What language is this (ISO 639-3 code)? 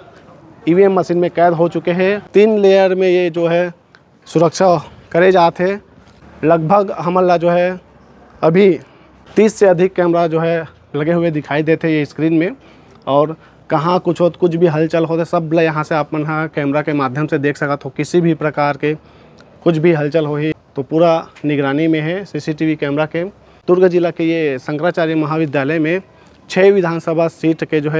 hne